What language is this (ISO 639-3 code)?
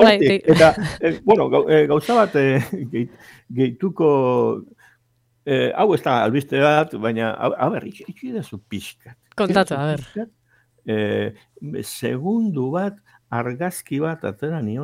eus